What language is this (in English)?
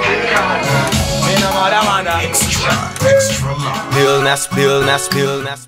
Swahili